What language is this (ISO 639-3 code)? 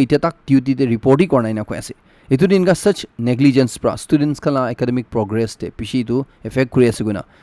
nag